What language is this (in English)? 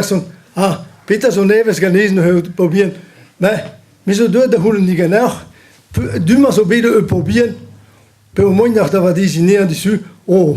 Breton